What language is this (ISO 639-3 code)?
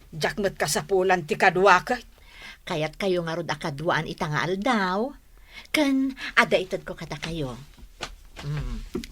ilo